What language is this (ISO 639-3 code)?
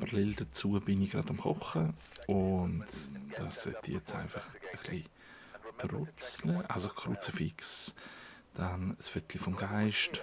gsw